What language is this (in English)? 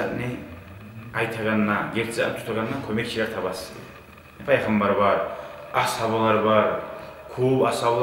Kumyk